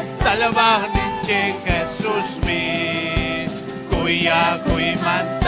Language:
Ayacucho Quechua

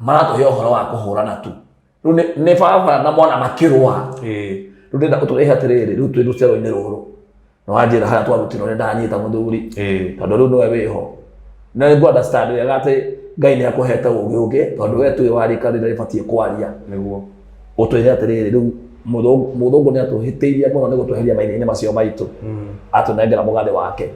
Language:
Kikuyu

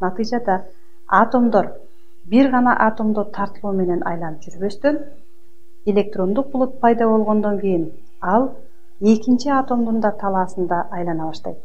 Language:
Kyrgyz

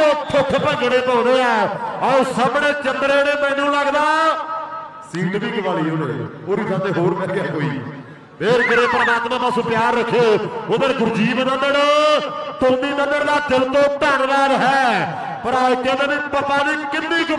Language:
Punjabi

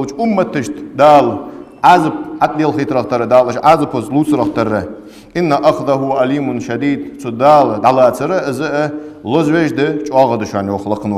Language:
Ingush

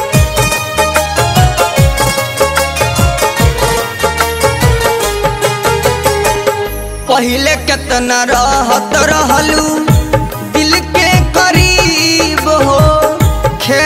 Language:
Bhojpuri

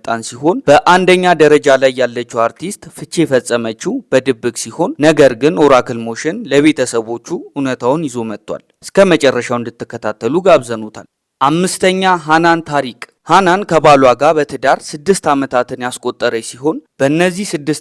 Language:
Amharic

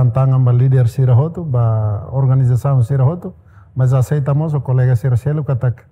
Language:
Tetum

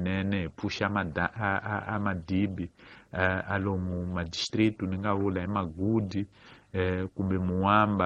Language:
Tsonga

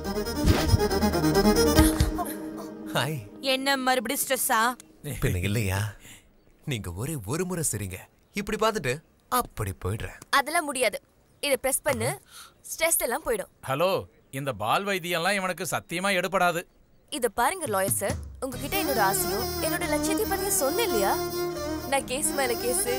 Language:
Tamil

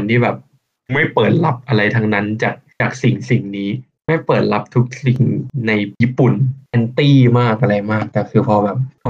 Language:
Thai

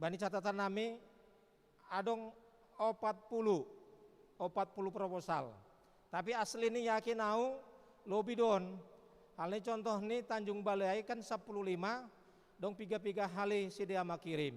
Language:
Batak Simalungun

